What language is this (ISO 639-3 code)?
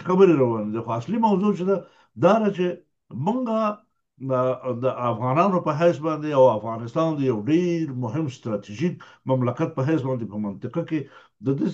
pus